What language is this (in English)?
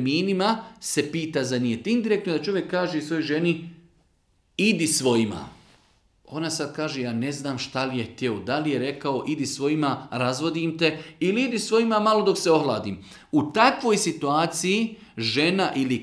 Bosnian